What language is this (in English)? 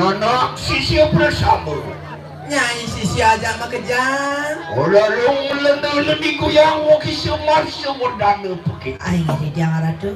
Balinese